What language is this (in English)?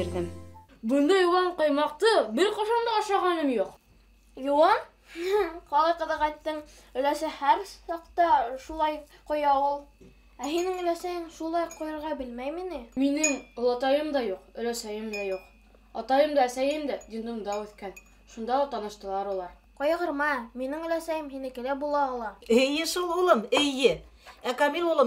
Bashkir